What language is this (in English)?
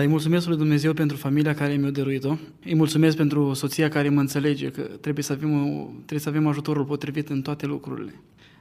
Romanian